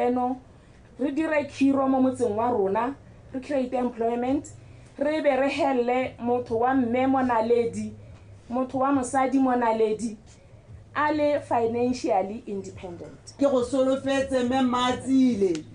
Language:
Tswana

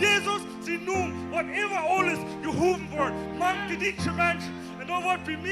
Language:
Plautdietsch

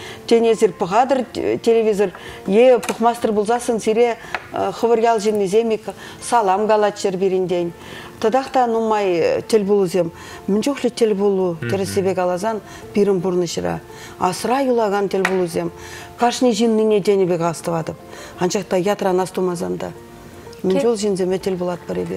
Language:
Chuvash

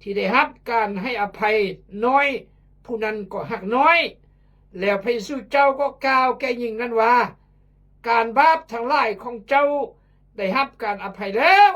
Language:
Khmu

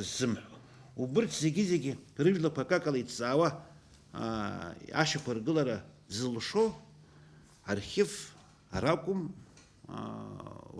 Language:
Abkhazian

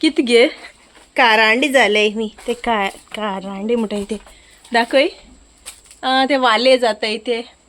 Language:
Konkani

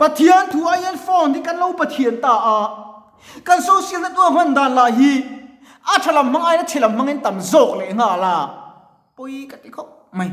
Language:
Mizo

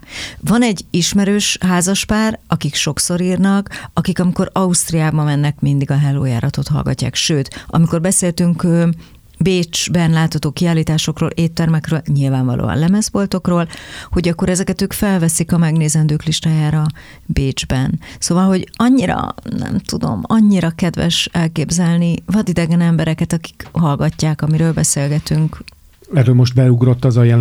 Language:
Hungarian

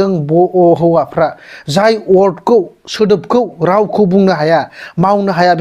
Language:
Bodo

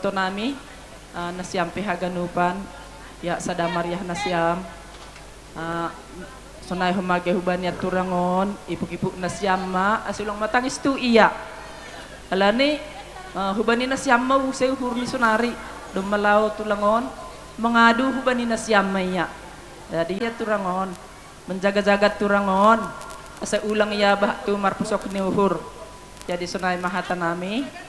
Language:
Batak Simalungun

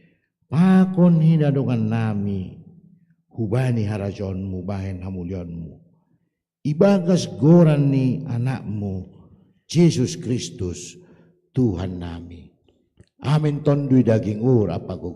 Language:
Batak Simalungun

